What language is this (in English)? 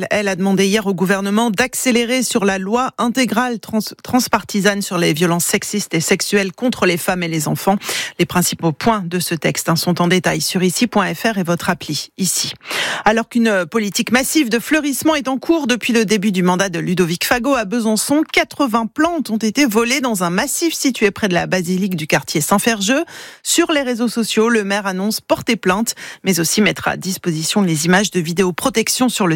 French